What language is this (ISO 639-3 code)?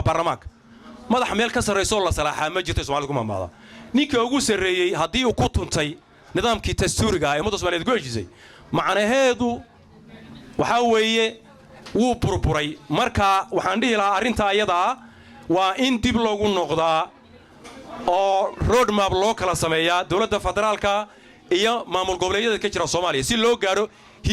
som